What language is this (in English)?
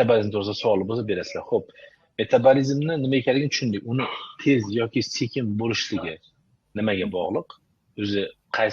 Uzbek